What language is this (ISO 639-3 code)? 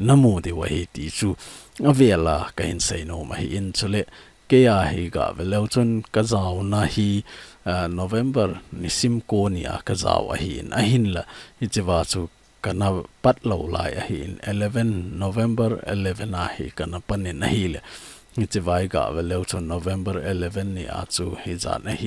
tcz